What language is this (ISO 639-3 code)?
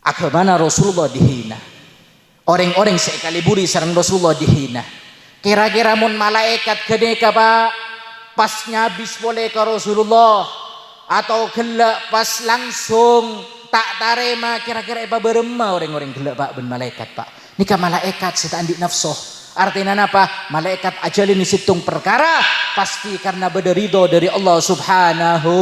mad